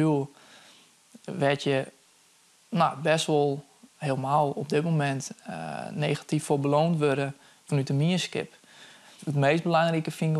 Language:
Western Frisian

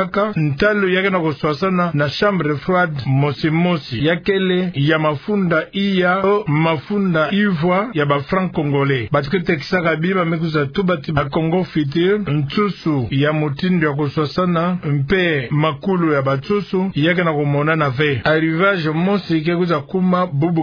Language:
Kituba (Democratic Republic of Congo)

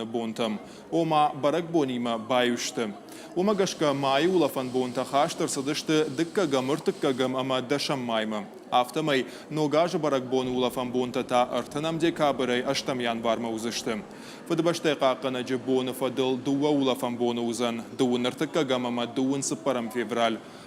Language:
Ossetic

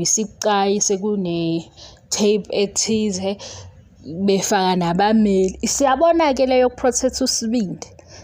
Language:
Zulu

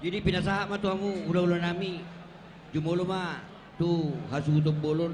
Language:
Batak Toba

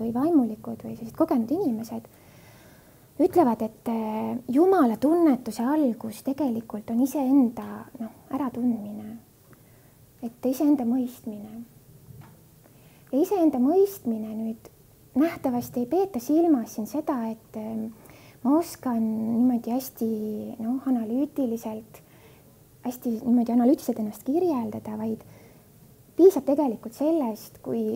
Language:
Estonian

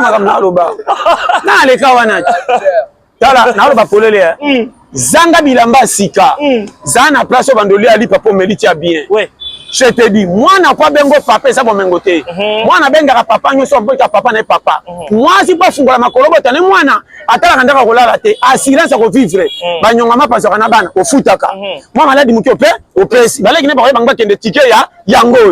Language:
Lingala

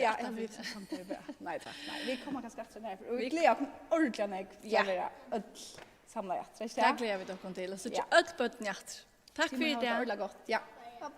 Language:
Faroese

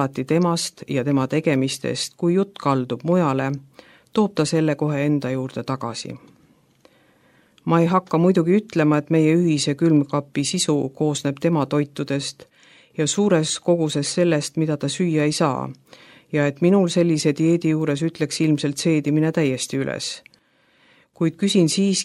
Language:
Estonian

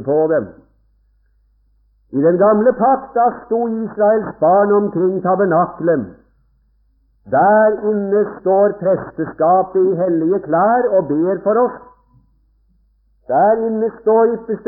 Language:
Norwegian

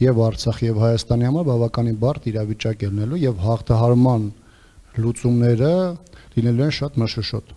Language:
Armenian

